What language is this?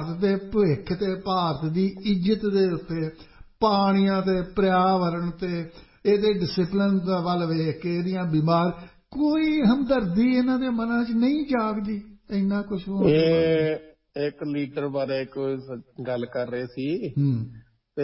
Punjabi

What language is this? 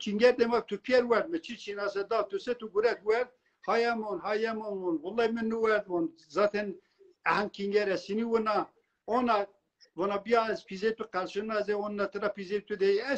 Zaza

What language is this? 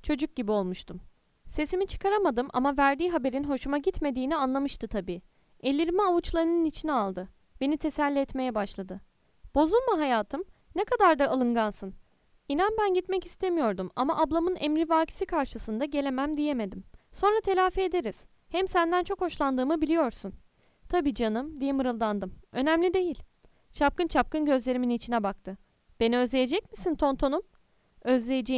Turkish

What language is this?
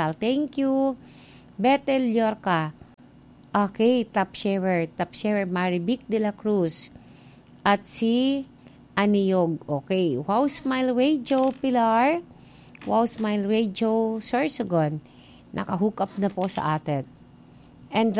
Filipino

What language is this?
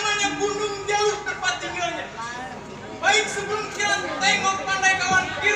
Betawi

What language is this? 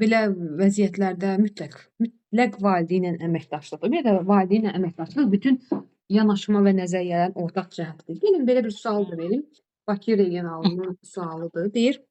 Azerbaijani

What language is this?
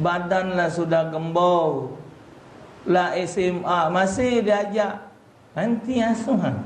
Musi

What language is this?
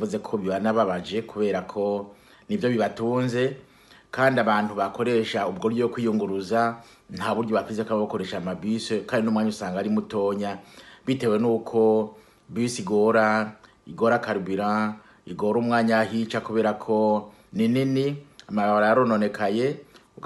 Rundi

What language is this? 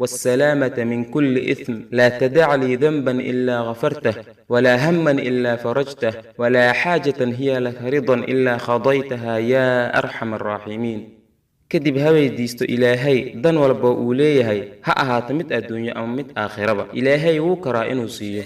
Somali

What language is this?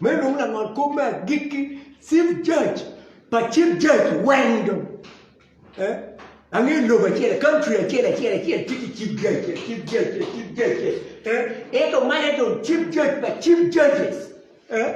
Acoli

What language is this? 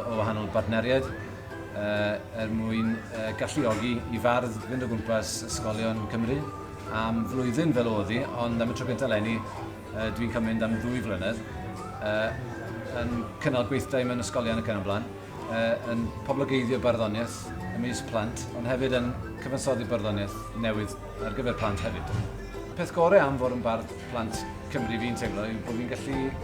Welsh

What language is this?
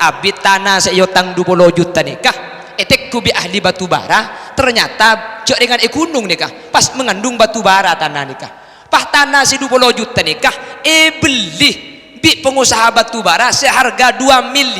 Madurese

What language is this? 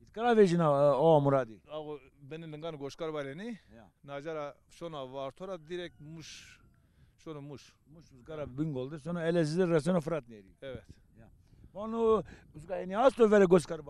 Zaza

